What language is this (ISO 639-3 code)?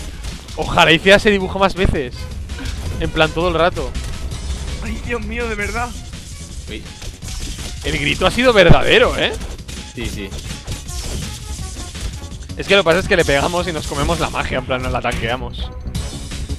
spa